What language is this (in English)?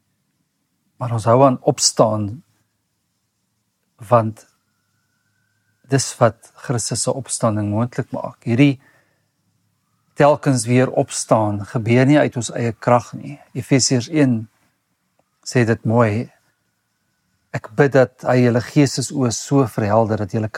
Afrikaans